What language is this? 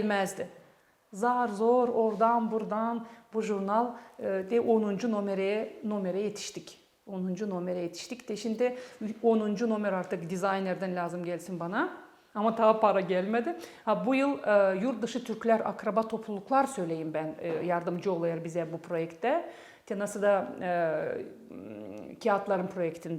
Gagauz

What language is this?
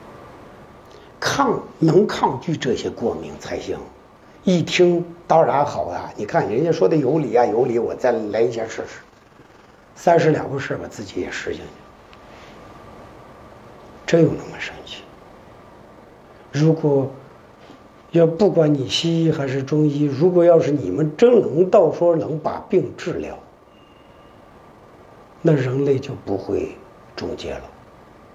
Chinese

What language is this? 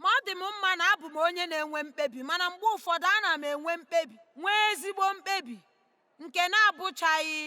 Igbo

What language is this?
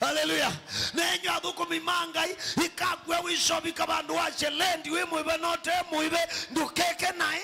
Kamba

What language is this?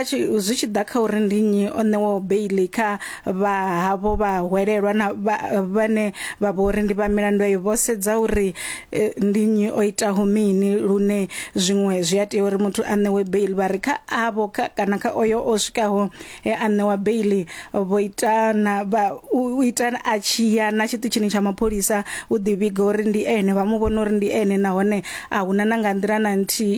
Venda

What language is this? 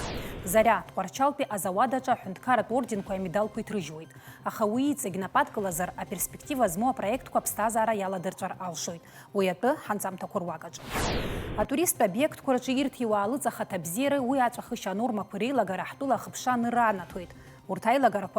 Abkhazian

